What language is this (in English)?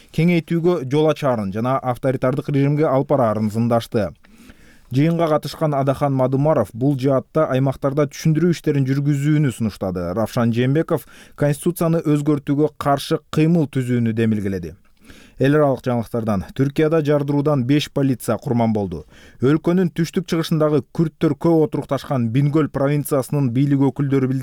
Kyrgyz